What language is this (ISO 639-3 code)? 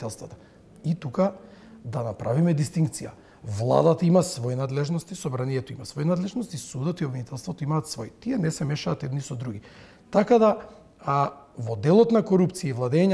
mkd